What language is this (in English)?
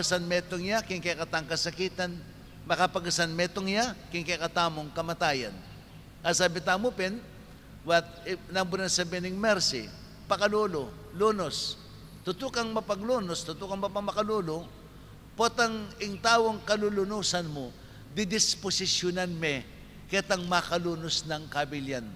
Pampanga